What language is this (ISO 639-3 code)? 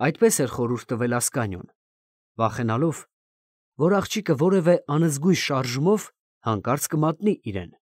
hye